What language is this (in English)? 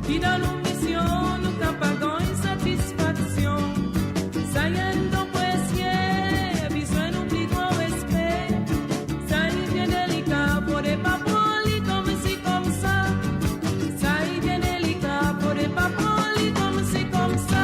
Morisyen